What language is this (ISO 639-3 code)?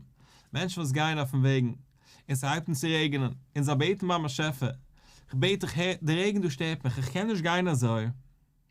yid